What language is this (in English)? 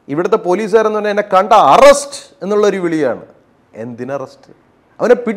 Malayalam